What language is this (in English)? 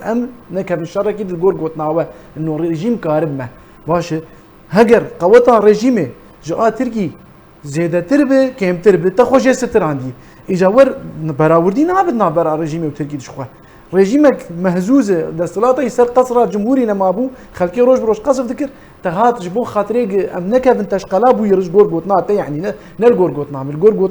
Kurdish